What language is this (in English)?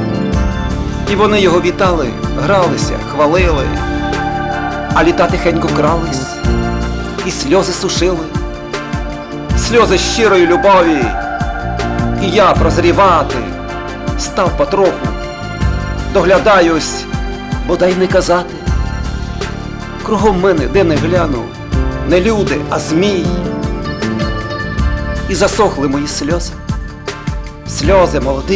Ukrainian